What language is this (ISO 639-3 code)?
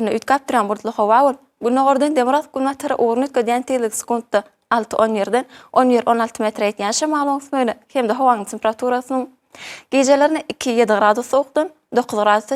tuk